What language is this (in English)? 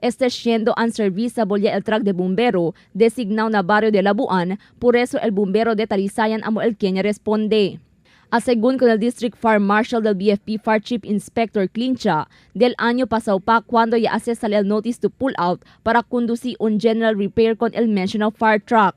Chavacano